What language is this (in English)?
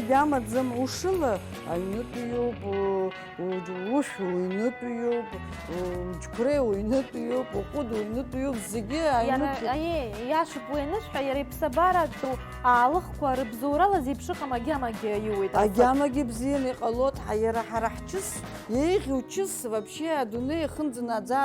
Abkhazian